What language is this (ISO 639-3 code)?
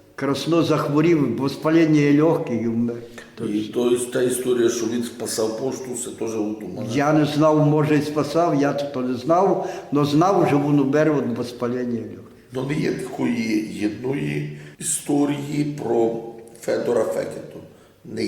rue